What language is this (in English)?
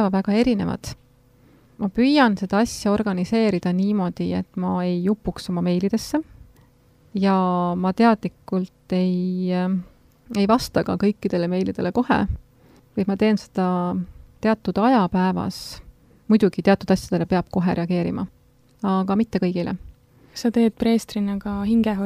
Estonian